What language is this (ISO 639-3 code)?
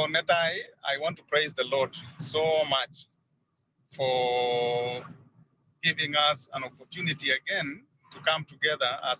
kln